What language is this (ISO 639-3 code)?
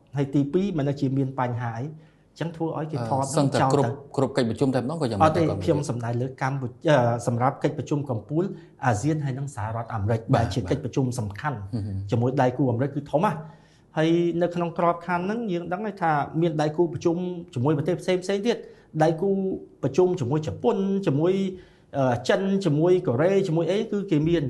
khm